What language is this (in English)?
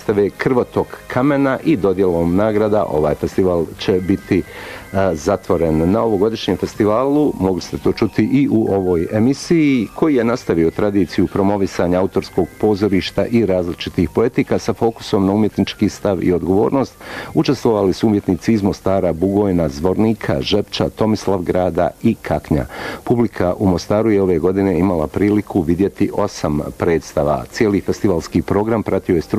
Bosnian